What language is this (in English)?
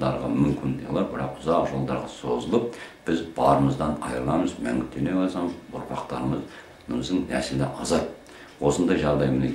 Kazakh